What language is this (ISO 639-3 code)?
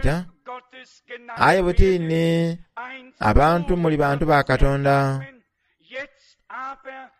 xog